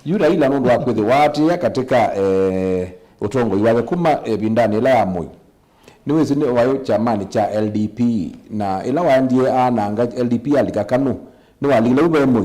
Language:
Kamba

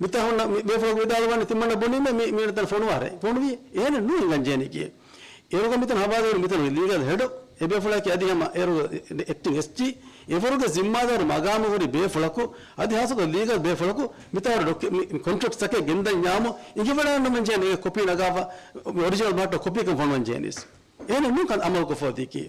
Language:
Divehi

